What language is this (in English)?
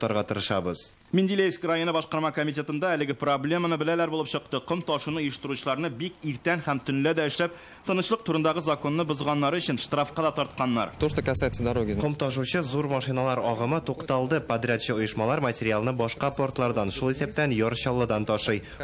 Tatar